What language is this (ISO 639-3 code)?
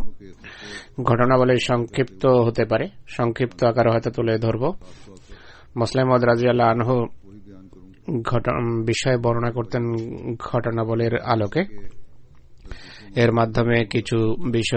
ben